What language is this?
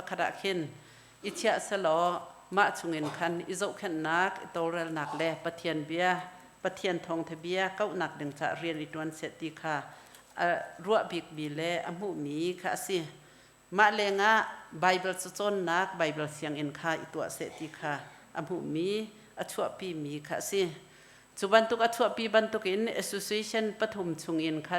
Hakha Chin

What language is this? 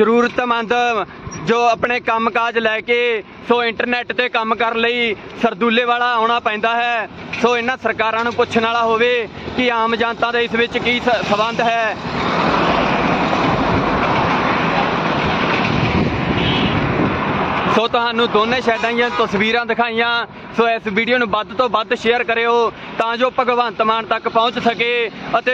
Punjabi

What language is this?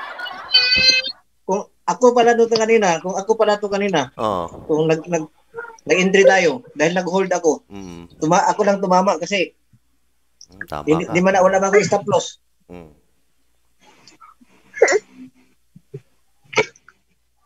Filipino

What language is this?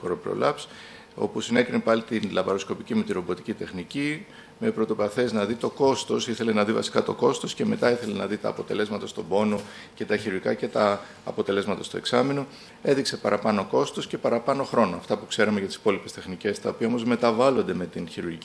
Greek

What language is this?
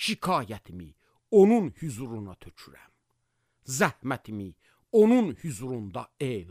Azerbaijani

